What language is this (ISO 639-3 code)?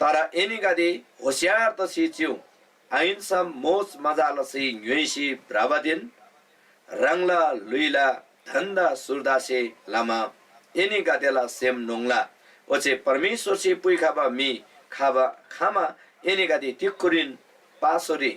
taj